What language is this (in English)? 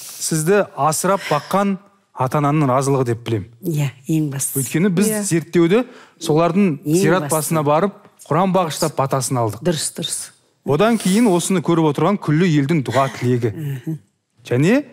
Kazakh